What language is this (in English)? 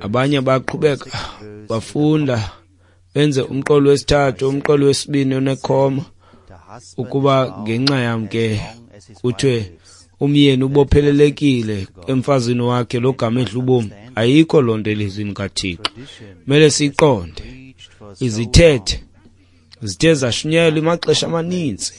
Xhosa